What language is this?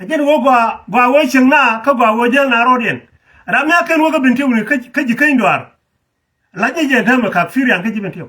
Nuer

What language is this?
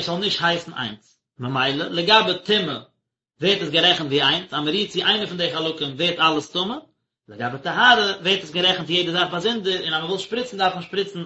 Yiddish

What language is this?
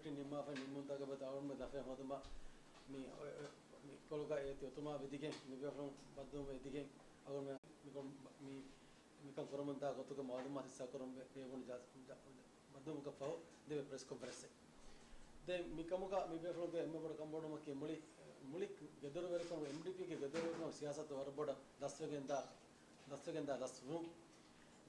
Divehi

